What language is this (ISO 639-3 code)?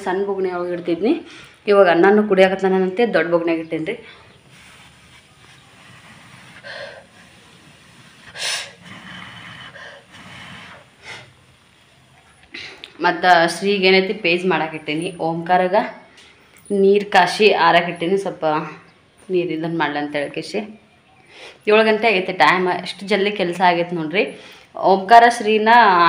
kan